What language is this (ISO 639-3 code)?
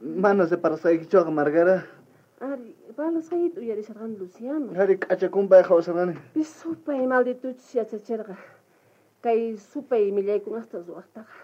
quh